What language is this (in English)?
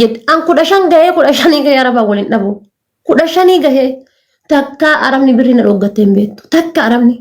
Oromo